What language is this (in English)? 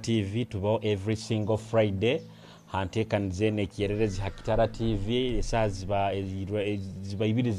Nyoro